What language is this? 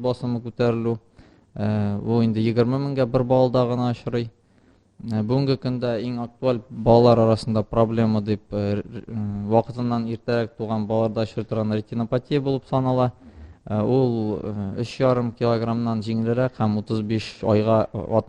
Tatar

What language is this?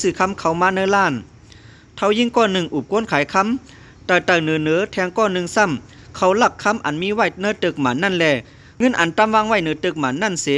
Lao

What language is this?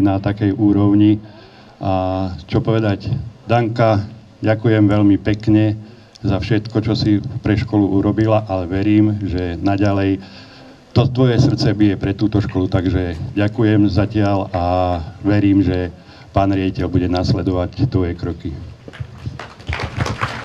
Slovak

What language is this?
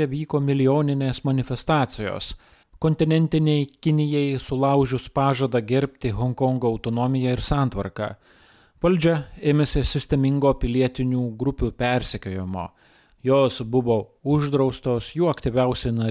Lithuanian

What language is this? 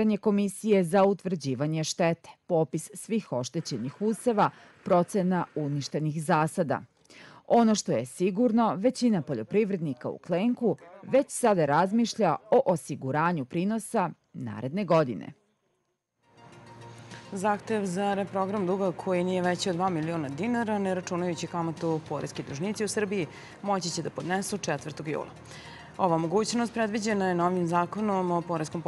Serbian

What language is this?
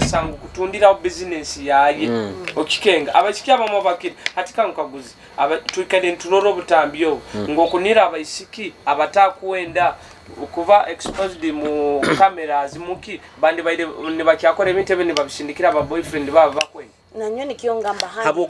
Nyoro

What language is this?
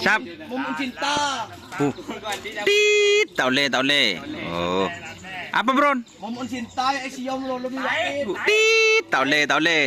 Madurese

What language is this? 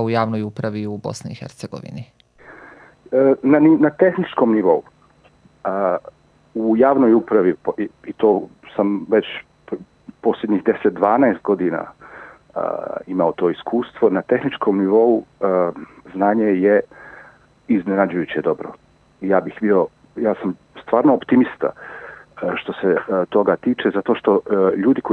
Bosnian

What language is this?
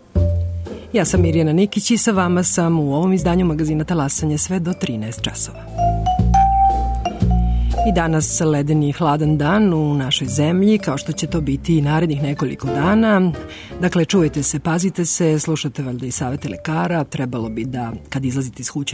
Serbian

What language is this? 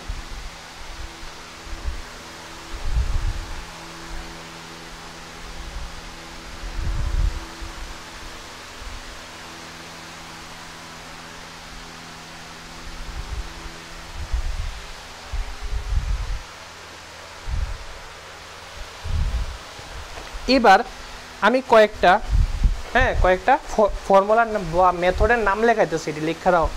Bangla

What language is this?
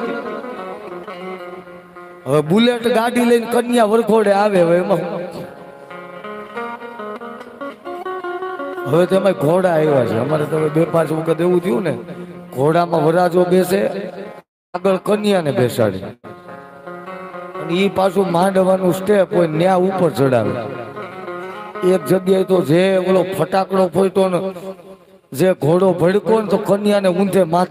Gujarati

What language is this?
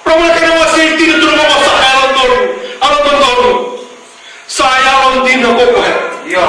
Fijian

